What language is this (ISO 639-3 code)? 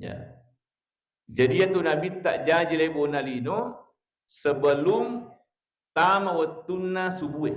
bug